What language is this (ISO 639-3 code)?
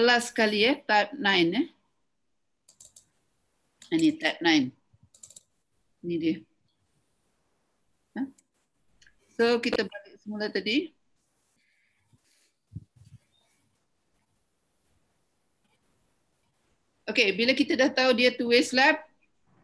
msa